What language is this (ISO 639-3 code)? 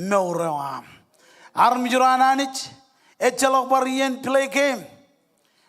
mah